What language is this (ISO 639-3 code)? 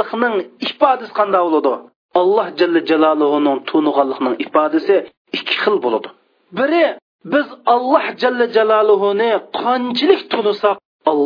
uig